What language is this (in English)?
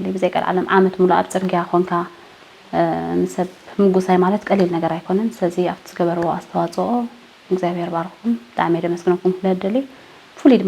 Tigrinya